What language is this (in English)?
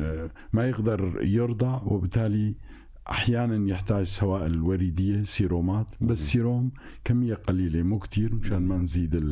North Levantine Arabic